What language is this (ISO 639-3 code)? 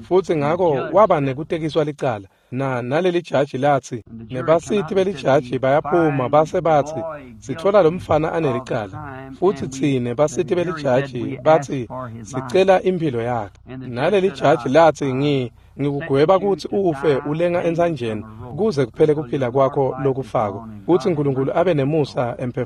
ssw